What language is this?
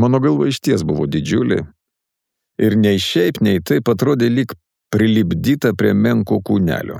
Lithuanian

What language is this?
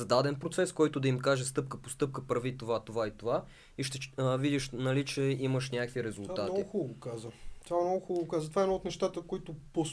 Bulgarian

